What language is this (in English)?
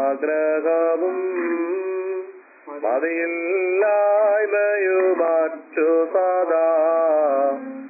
Malayalam